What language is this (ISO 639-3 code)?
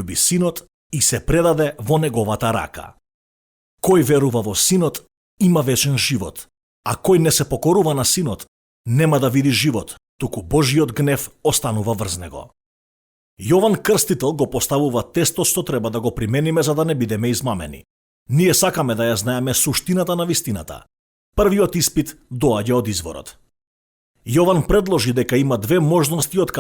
mkd